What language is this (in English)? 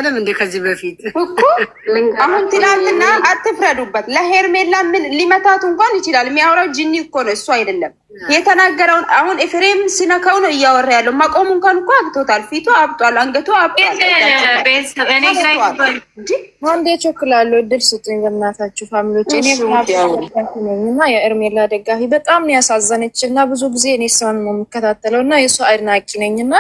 Amharic